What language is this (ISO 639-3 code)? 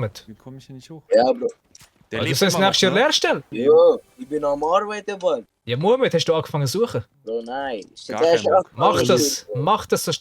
gsw